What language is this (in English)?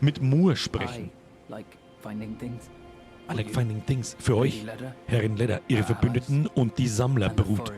Bavarian